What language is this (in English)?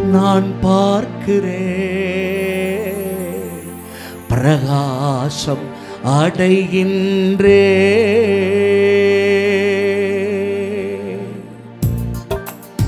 Tamil